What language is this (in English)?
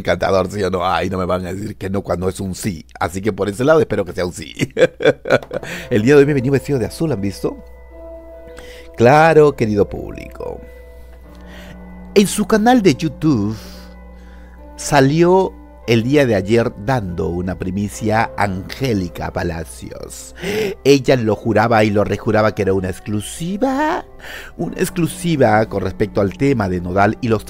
Spanish